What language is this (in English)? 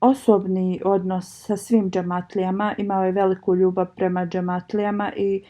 Bosnian